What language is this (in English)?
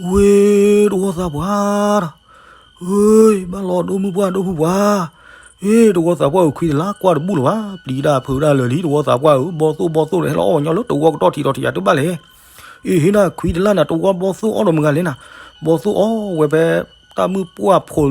S'gaw Karen